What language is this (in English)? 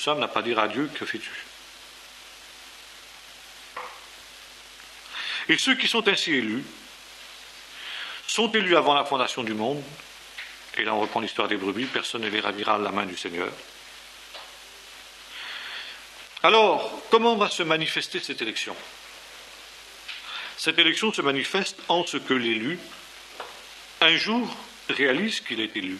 French